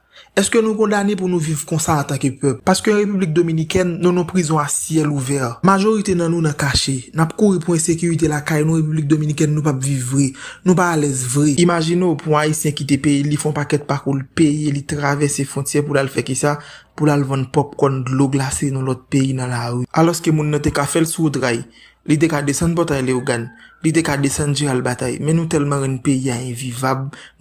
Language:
Haitian Creole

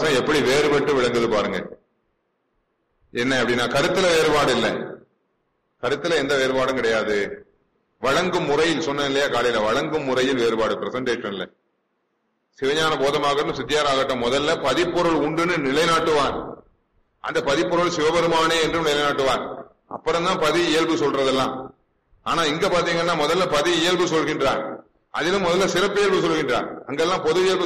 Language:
Tamil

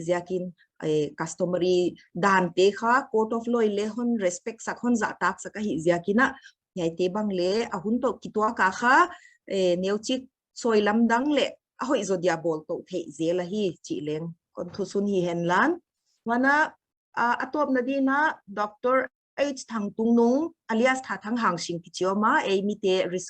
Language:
Paite Chin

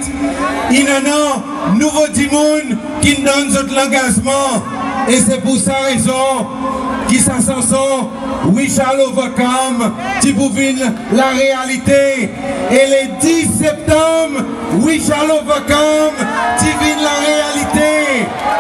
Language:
Seselwa Creole French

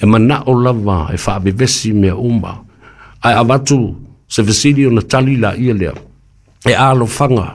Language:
Samoan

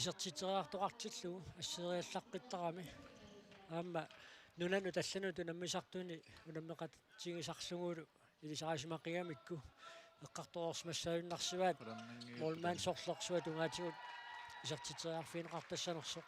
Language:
Kalaallisut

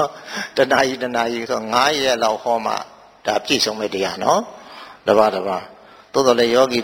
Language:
Burmese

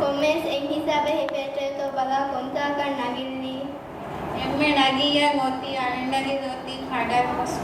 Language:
Divehi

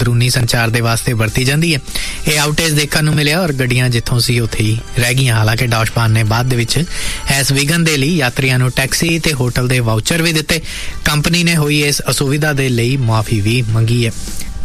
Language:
Punjabi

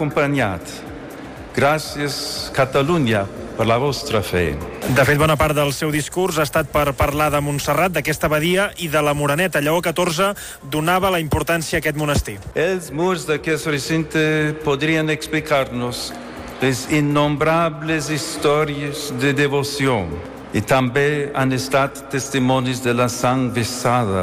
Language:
Catalan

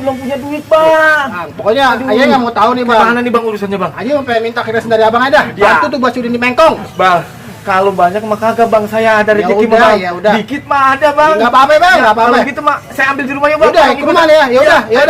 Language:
Betawi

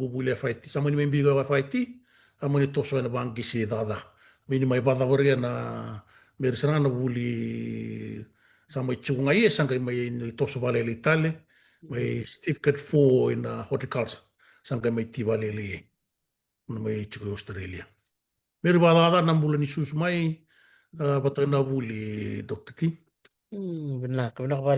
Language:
Fijian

